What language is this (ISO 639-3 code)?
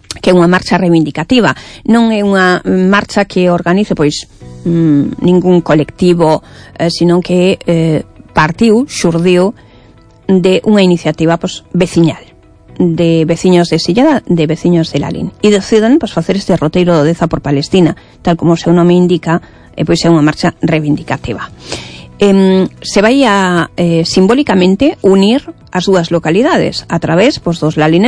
glg